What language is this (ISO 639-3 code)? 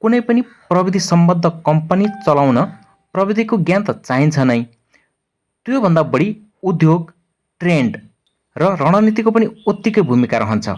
nep